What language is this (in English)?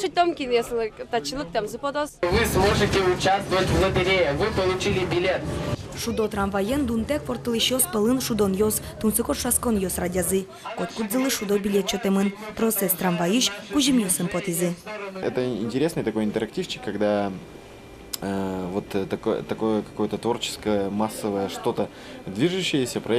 Udmurt